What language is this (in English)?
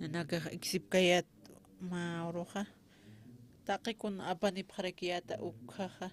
Aymara